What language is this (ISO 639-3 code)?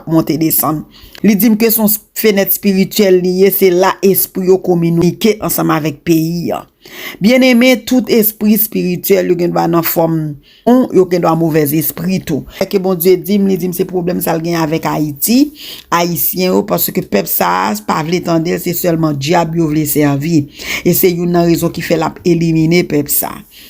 hat